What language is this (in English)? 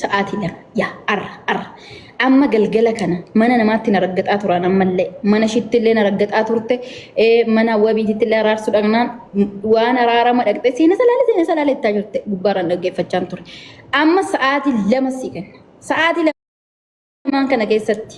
Oromo